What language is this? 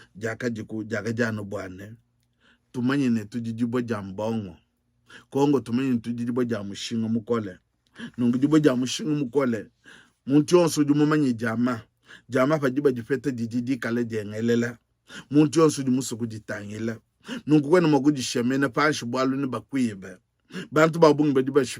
Luba-Lulua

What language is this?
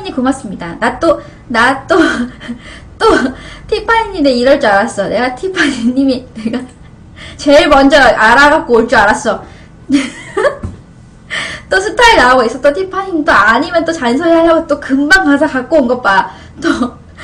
Korean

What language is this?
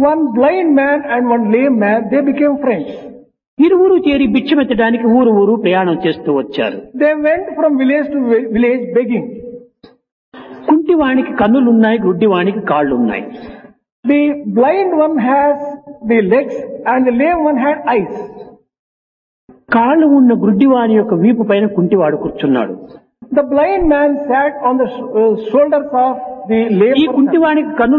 Telugu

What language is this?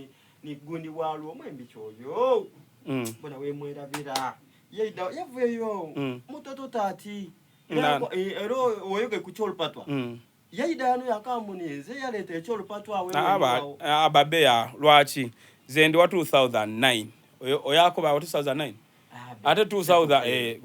Soga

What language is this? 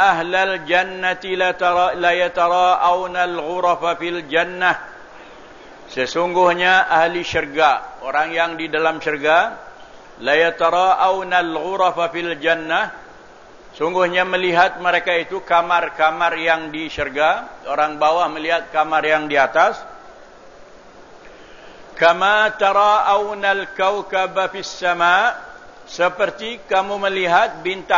Malay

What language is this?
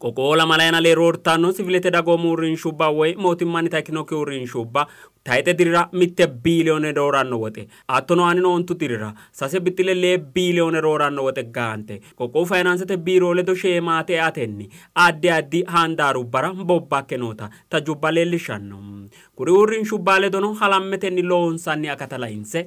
Sidamo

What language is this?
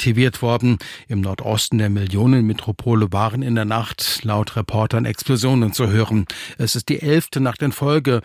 German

